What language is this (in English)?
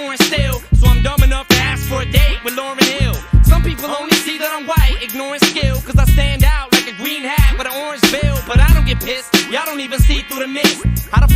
English